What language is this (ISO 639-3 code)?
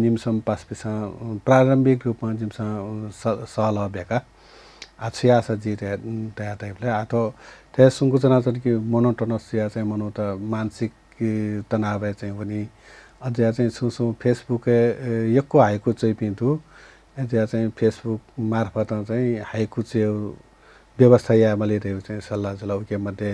new